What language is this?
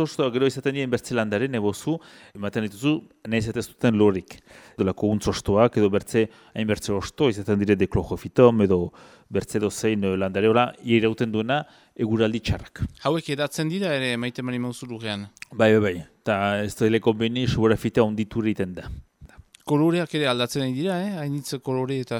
Basque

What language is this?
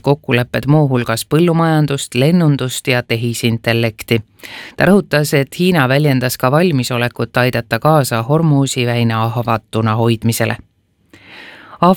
Estonian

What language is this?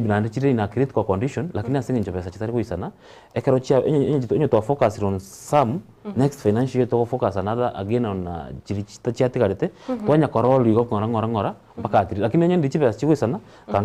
Gusii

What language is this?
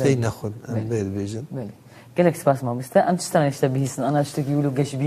Kurdish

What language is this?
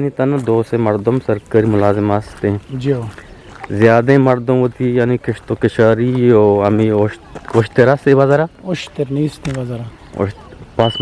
Eastern Balochi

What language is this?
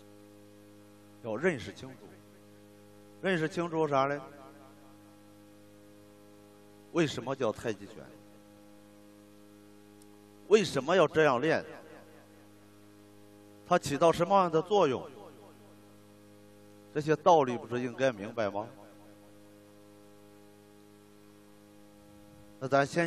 Chinese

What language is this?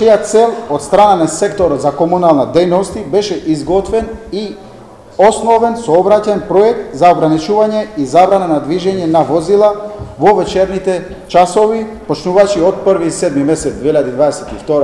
Macedonian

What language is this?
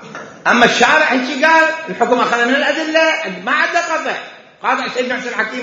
Mesopotamian Arabic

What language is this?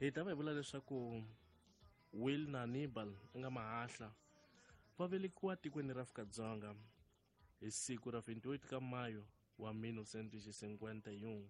Tsonga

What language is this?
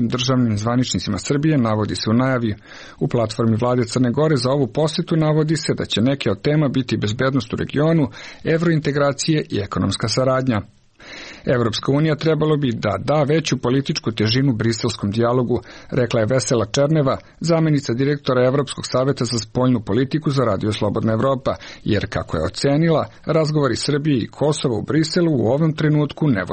Serbian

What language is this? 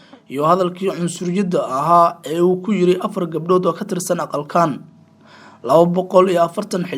Somali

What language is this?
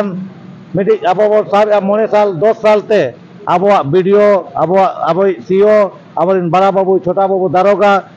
Santali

